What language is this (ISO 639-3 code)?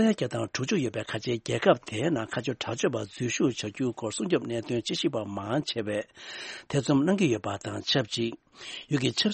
bod